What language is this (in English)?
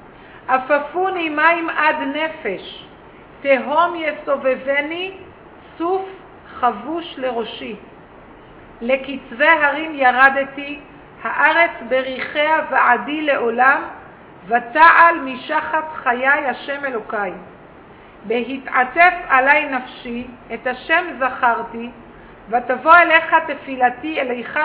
Hebrew